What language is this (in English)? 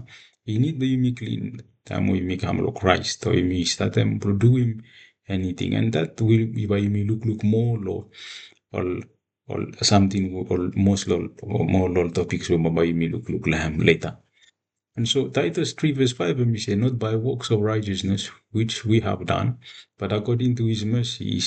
Bislama